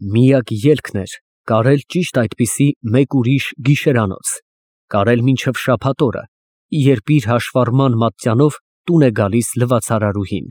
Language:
Armenian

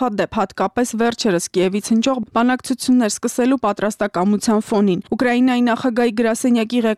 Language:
Armenian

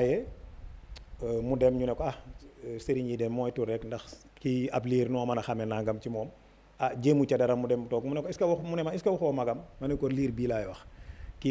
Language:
Wolof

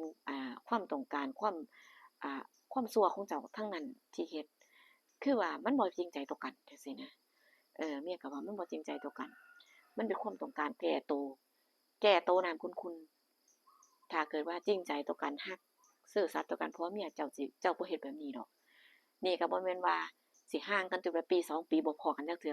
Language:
Northeastern Thai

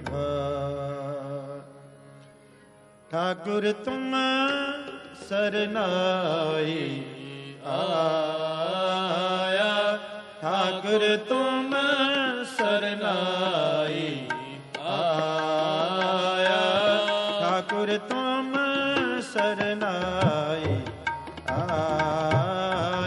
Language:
Punjabi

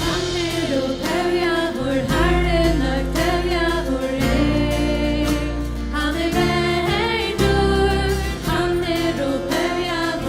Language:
Faroese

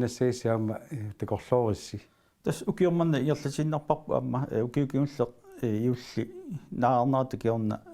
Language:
Kalaallisut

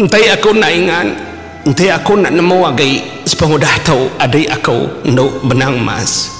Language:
Iban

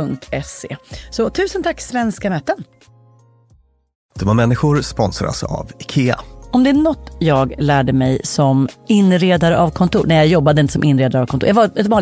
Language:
Swedish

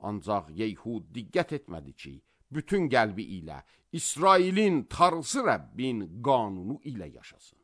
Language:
Azerbaijani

